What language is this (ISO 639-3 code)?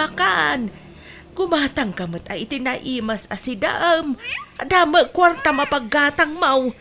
ilo